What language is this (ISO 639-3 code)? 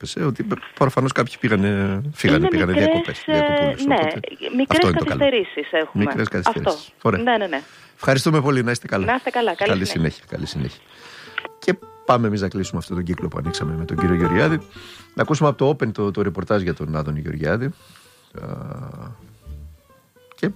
ell